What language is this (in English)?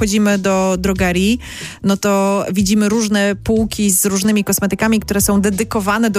Polish